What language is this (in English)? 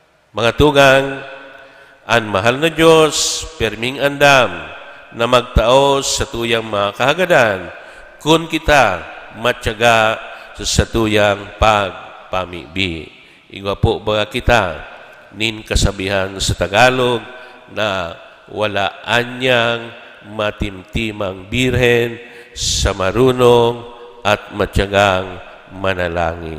Bikol